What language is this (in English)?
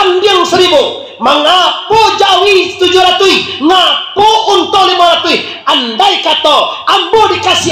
Minangkabau